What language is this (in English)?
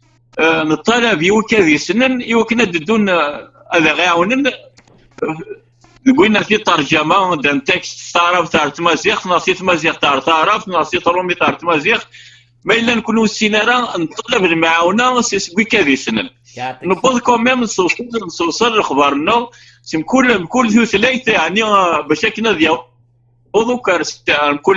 Kabyle